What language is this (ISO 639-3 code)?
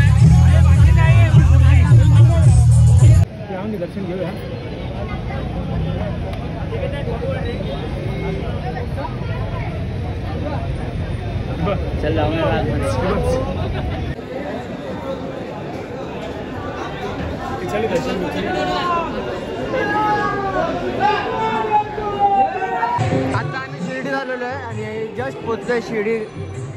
mar